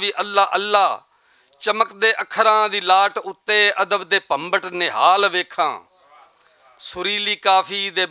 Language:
Western Panjabi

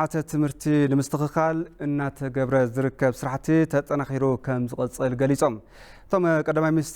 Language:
Tigrinya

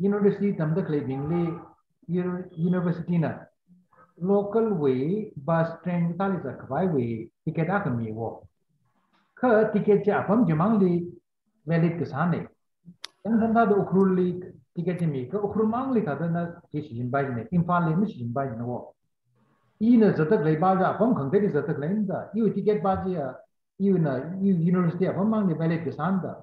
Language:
Tangkhul Naga (India)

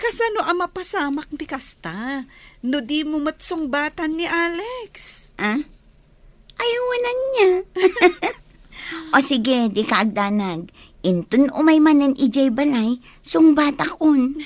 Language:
Iloko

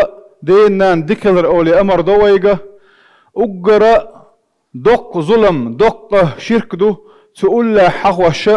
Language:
Chechen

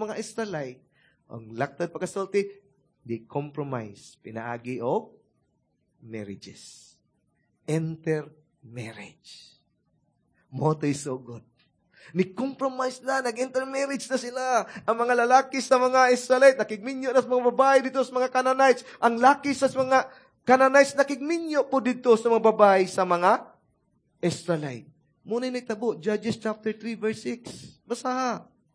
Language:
Cebuano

